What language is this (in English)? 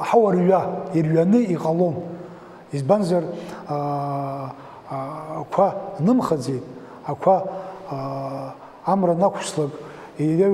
Abkhazian